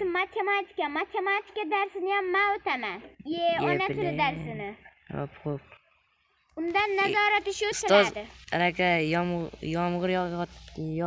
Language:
Uzbek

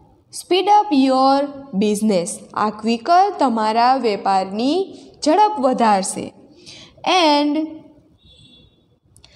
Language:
Gujarati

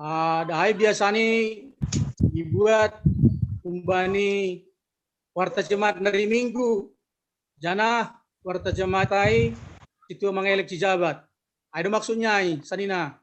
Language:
Batak Simalungun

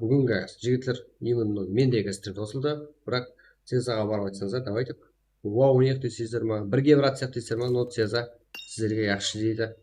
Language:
Kara-Kalpak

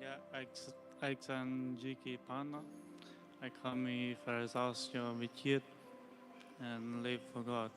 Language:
Plautdietsch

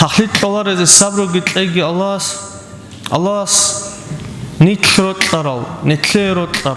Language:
Avaric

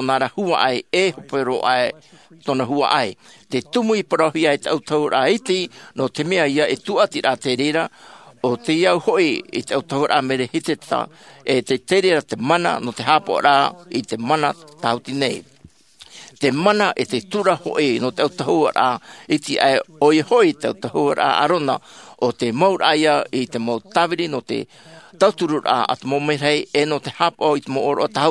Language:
Tahitian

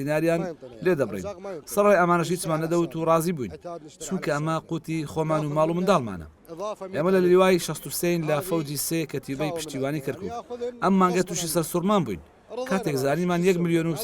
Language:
Central Kurdish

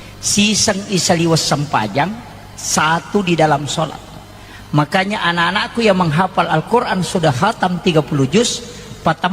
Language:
Buginese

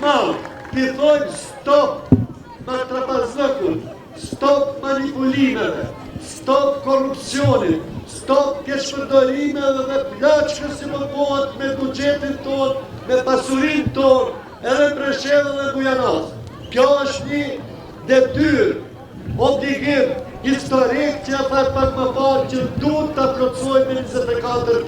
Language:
Albanian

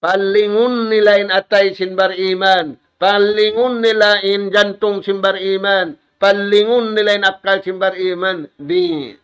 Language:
Tausug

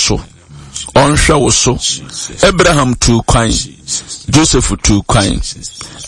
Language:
Akan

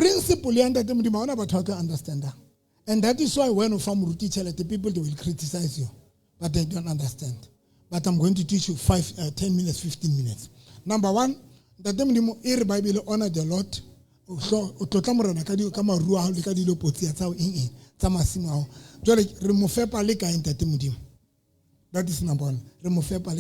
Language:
Southern Sotho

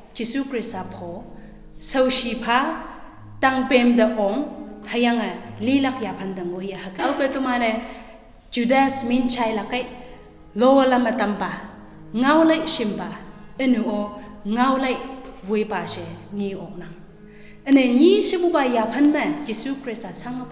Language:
Konyak Naga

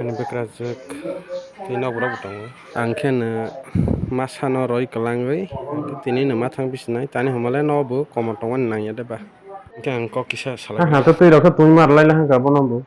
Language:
Kok Borok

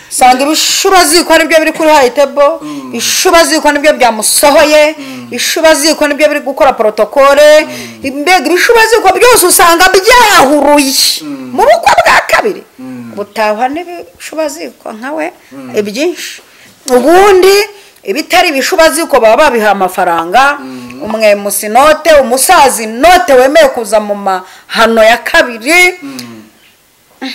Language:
Kinyarwanda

